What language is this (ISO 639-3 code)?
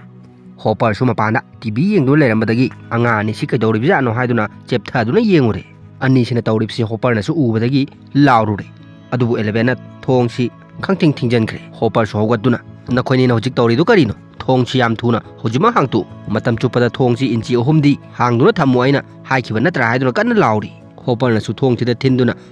mni